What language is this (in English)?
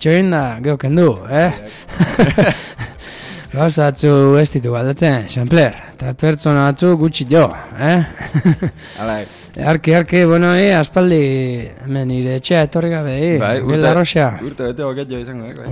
Basque